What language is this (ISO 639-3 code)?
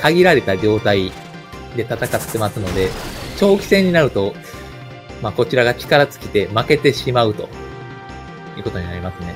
jpn